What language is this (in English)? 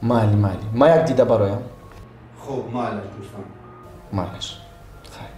Tajik